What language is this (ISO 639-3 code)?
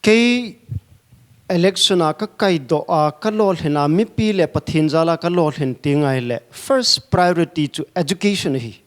pck